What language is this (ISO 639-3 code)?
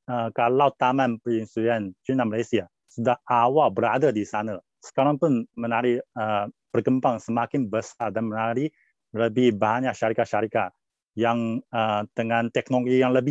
msa